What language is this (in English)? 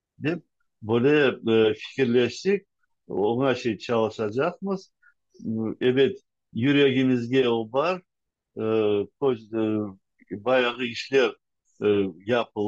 Crimean Tatar